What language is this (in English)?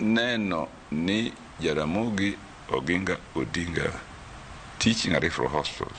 Luo (Kenya and Tanzania)